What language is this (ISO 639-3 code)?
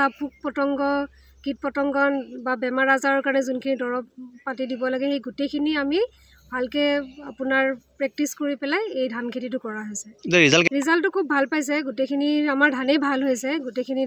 asm